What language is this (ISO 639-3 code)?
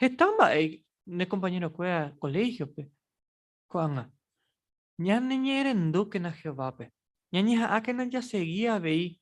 grn